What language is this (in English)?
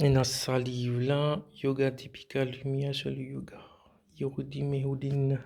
Morisyen